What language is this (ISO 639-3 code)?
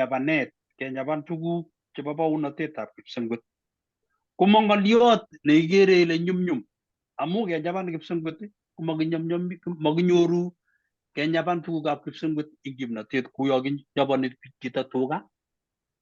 kln